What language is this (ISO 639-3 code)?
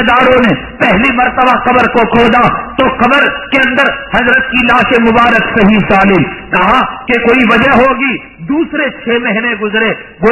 urd